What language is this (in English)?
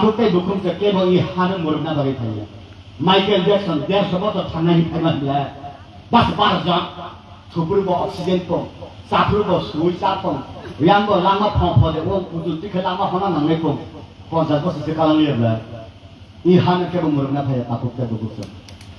Kok Borok